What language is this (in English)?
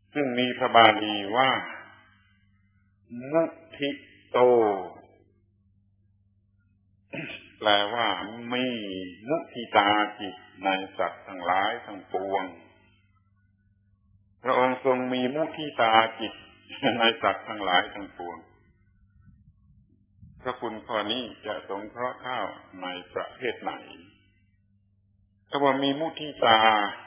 Thai